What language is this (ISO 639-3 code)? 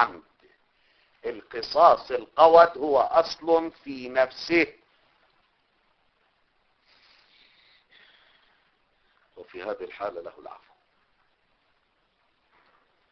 ara